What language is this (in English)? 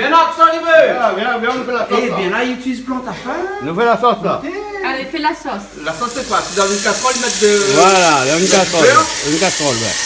Réunion Creole French